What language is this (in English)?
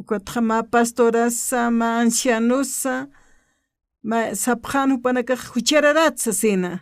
Aymara